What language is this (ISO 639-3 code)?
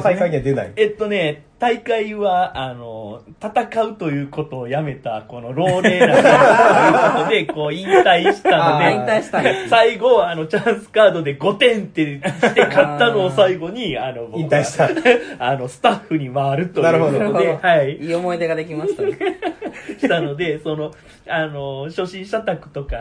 jpn